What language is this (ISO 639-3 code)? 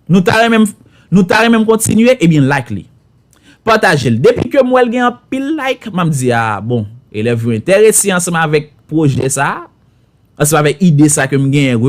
hat